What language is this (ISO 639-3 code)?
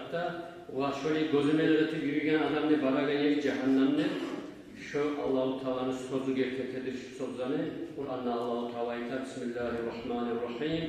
kum